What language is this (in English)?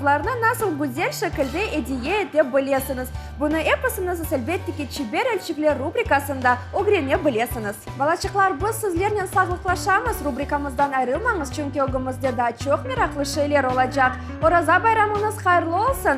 Crimean Tatar